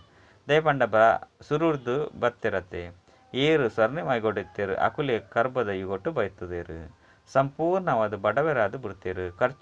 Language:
Tulu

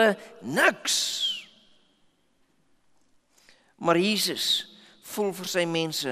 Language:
Afrikaans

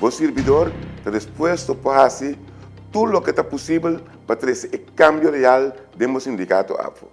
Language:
Papiamento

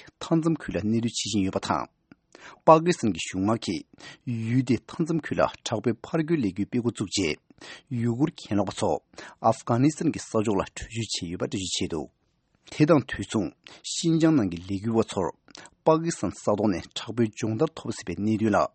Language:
Tibetan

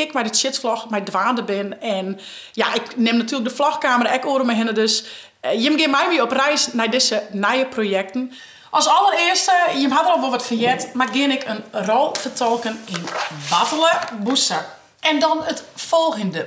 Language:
Western Frisian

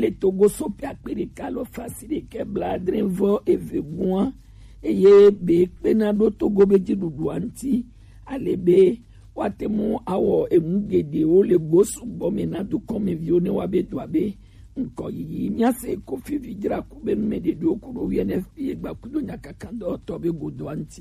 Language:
Gen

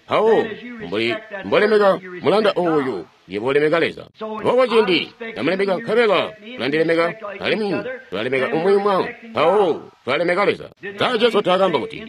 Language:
Tonga (Zambia)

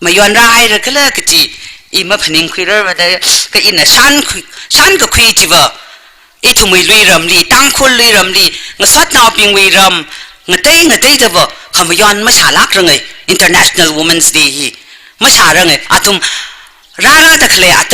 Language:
Tangkhul Naga (India)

